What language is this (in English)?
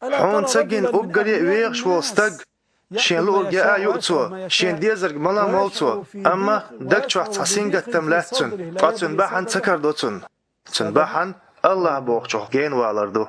Chechen